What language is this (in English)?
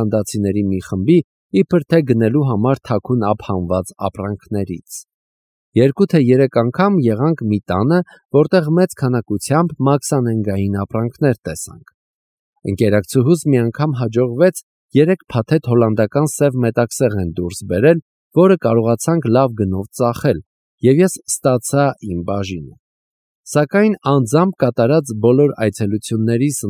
Armenian